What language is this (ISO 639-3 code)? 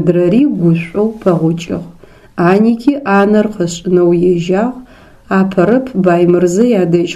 ady